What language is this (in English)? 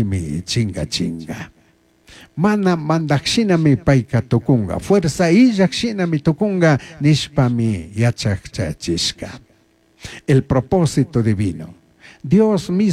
Chimborazo Highland Quichua